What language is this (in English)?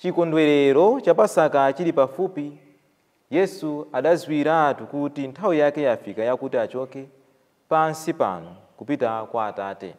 Nyanja